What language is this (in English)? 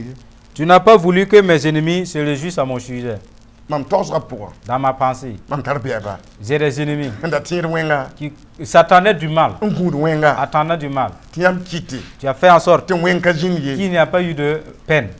Mossi